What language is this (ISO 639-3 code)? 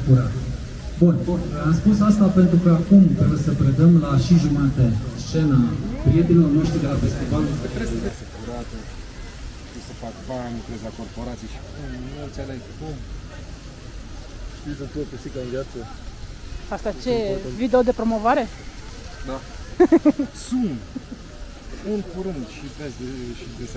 ron